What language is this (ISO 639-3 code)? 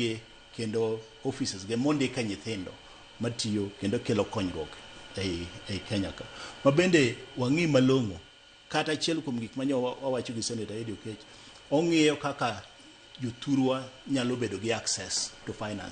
luo